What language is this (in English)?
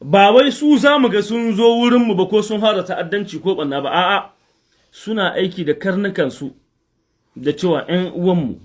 Hausa